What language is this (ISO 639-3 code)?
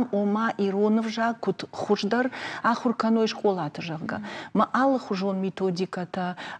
oss